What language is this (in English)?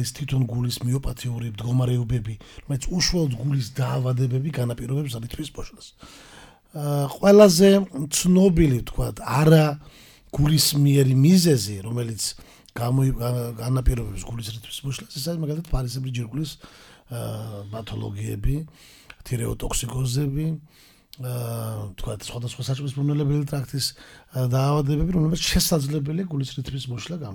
Georgian